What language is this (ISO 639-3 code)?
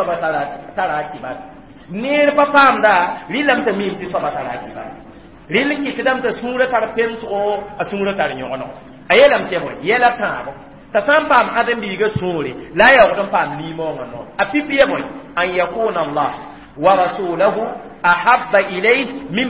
mos